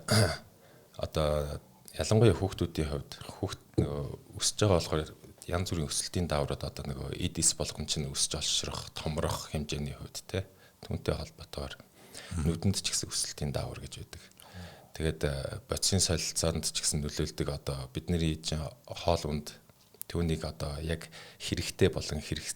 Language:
Mongolian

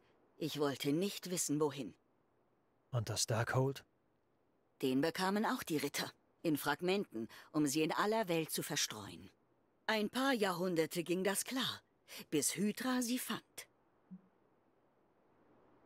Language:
German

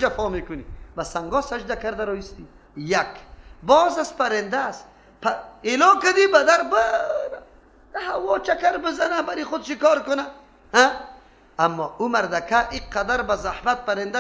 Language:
Persian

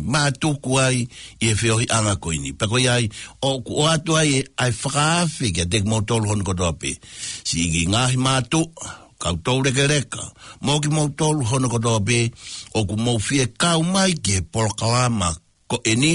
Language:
Tongan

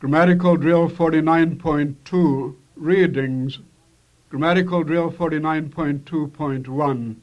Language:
Serbian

